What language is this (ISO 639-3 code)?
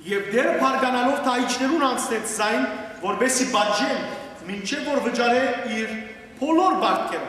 hyw